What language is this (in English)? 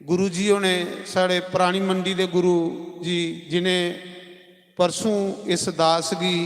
Dogri